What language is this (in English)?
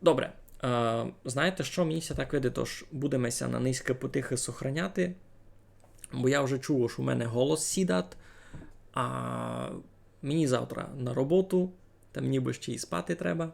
Rusyn